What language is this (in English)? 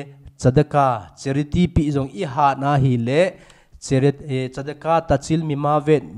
Thado Chin